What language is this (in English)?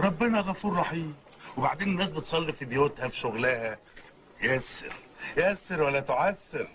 Egyptian Arabic